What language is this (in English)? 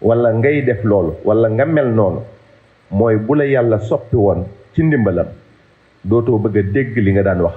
Wolof